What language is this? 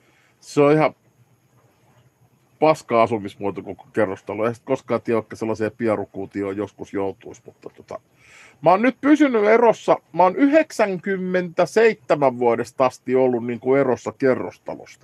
Finnish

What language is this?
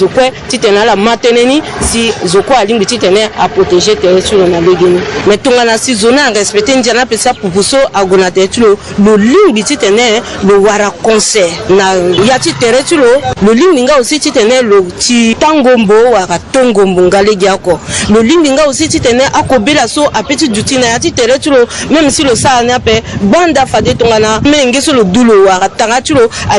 Sango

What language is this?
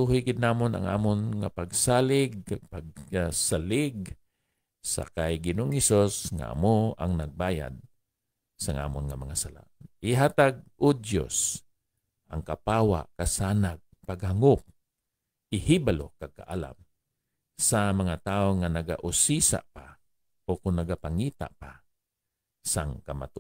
Hiligaynon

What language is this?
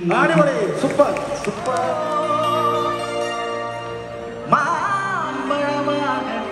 Malayalam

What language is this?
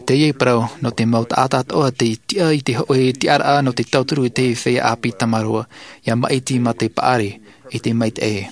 Tahitian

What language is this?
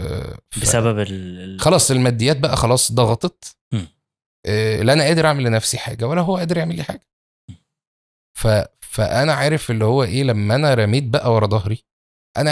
Egyptian Arabic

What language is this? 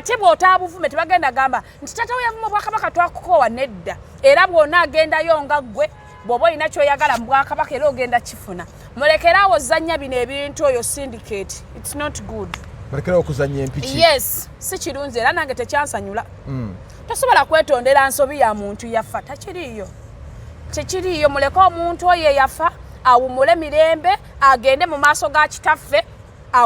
Ganda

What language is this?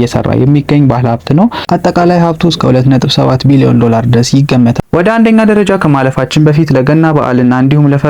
Amharic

